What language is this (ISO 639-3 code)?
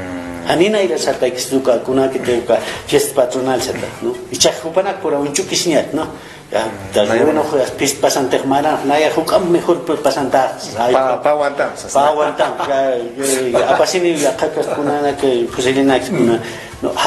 aym